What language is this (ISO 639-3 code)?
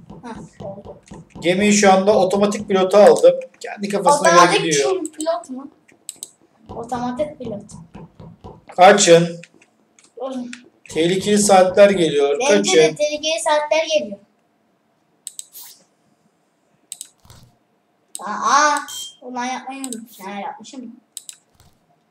tur